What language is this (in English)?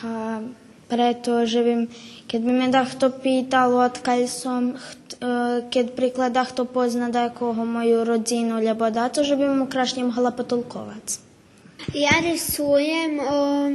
Rusyn